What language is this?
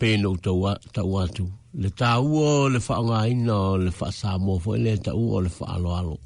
Samoan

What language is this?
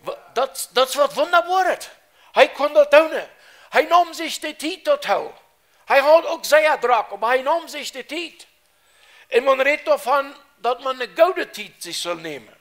Plautdietsch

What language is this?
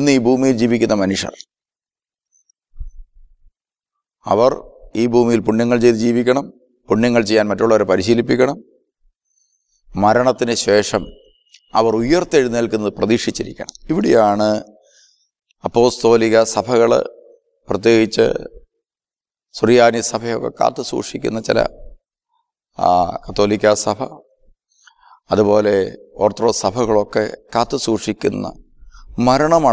Malayalam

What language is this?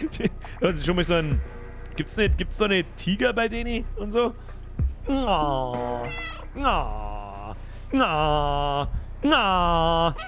Bavarian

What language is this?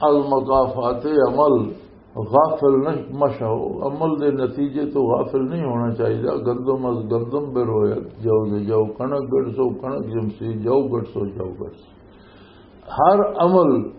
Western Panjabi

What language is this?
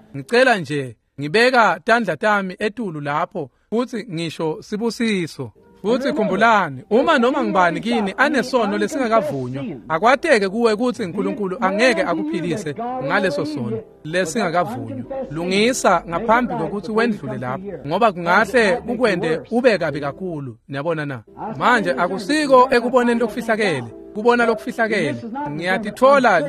Swati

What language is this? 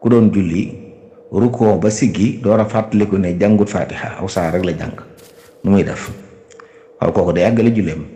Wolof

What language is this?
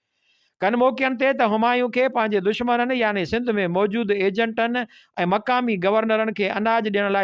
Sindhi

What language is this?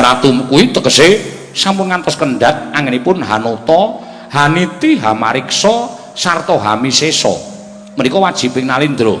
Javanese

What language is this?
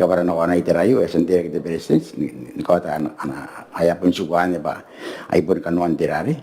Gilbertese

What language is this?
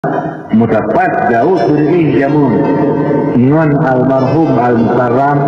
Achinese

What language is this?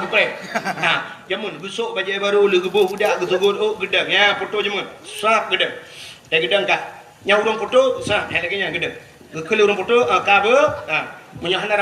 Achinese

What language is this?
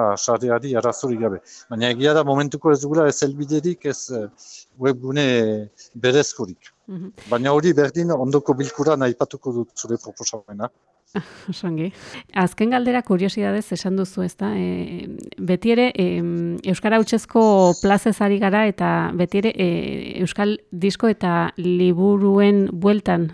Basque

